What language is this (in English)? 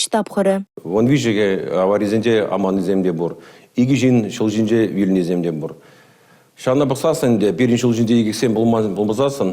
Chuvash